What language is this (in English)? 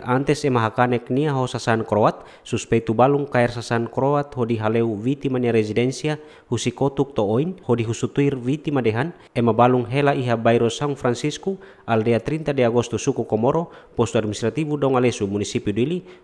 Tetum